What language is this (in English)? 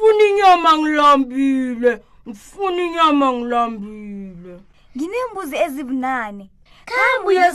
South Ndebele